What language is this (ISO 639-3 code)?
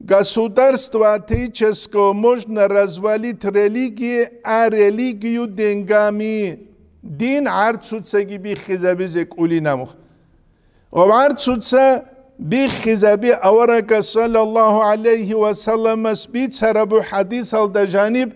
ava